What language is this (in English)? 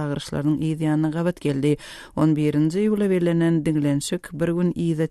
Turkmen